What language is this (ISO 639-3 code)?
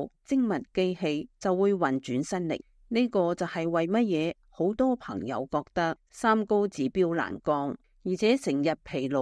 yue